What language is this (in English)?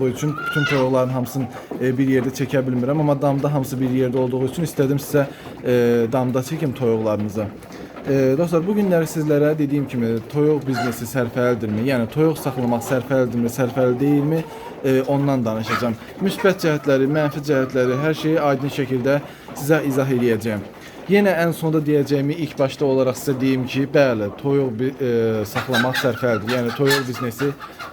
Azerbaijani